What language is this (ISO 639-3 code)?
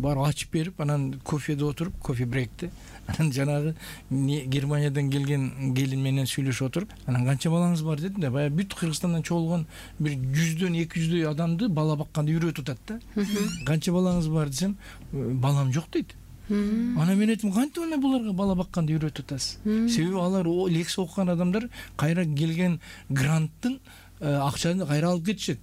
kir